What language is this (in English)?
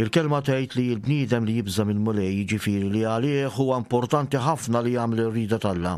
Maltese